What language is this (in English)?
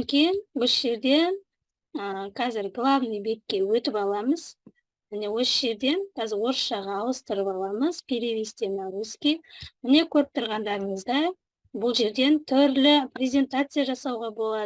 Kazakh